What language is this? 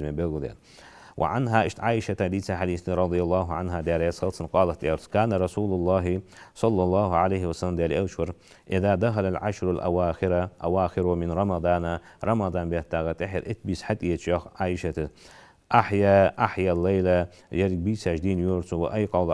Ingush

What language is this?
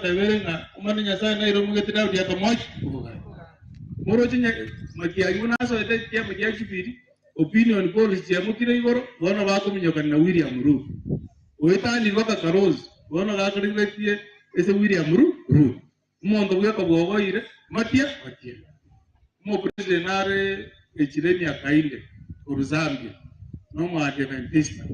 Gusii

